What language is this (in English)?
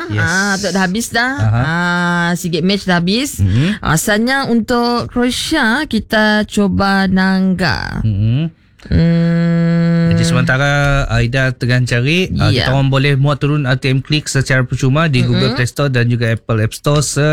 Malay